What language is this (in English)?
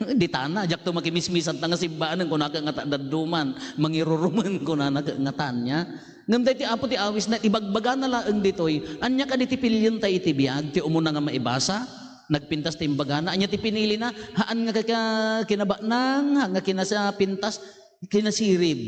Iloko